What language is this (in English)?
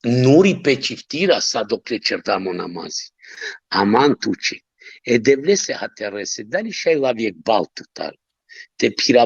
Balkan Romani